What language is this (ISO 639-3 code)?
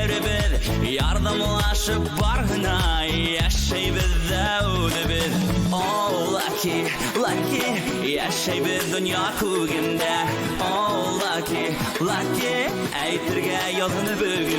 bak